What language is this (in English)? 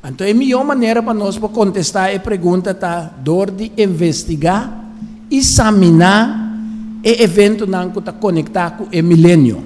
Papiamento